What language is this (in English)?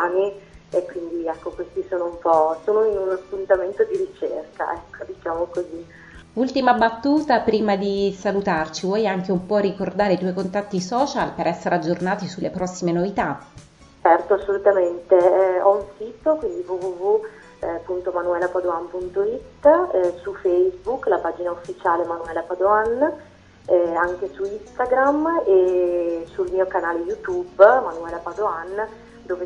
Italian